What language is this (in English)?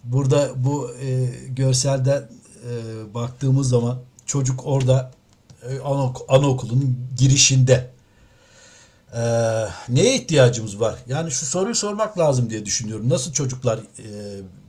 Turkish